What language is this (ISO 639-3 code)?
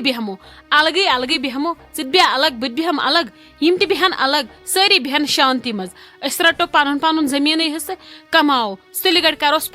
kas